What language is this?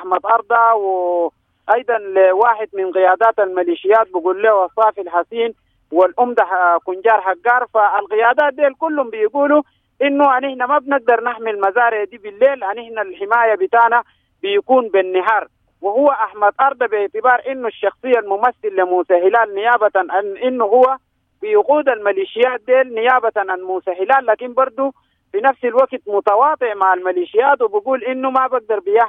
Sudanese Arabic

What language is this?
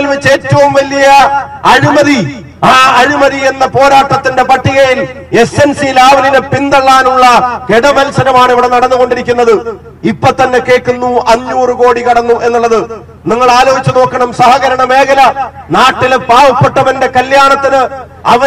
Malayalam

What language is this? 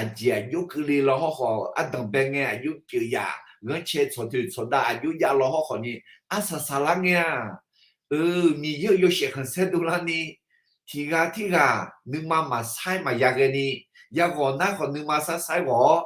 Akha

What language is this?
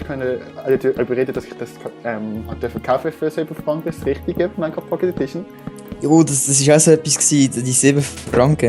Swiss German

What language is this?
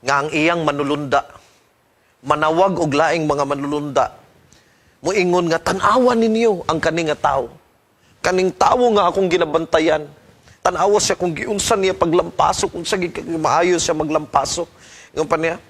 Cebuano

